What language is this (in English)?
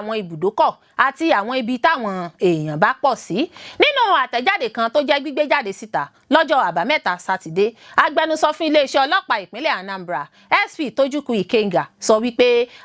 Yoruba